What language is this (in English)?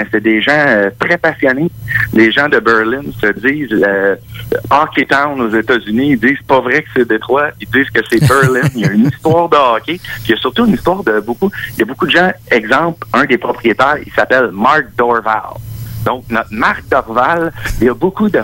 French